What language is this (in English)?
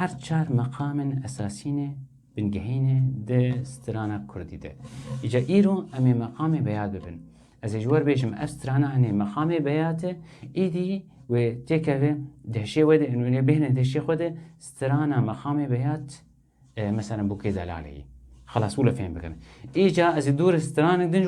Kurdish